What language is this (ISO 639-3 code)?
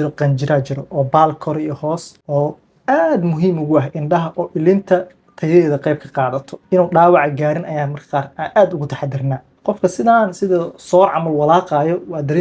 som